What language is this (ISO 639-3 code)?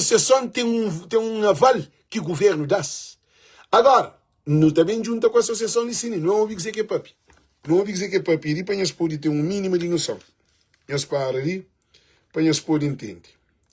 kea